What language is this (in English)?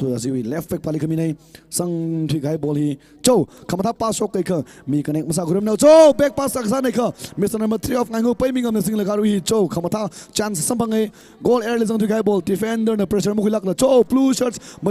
Tangkhul Naga (India)